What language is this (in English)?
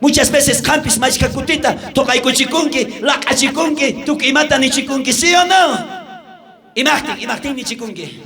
South Bolivian Quechua